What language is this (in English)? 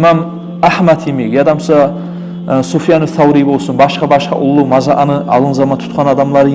Kumyk